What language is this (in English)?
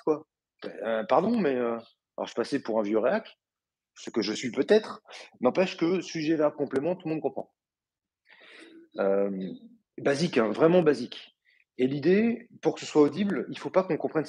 French